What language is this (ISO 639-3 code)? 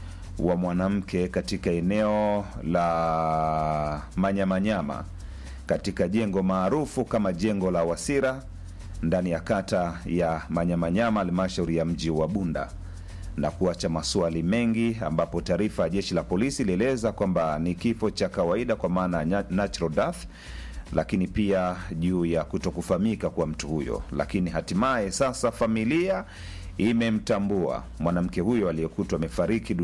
swa